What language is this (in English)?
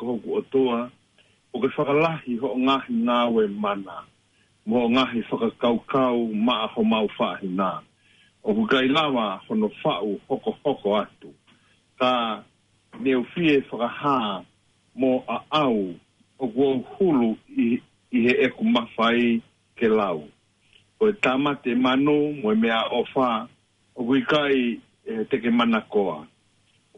Tongan